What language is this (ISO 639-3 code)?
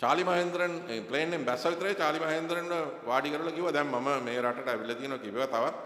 sin